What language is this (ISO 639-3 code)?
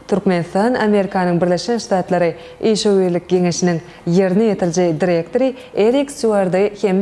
tuk